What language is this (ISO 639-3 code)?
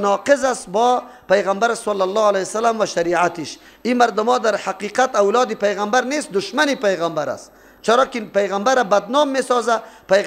fas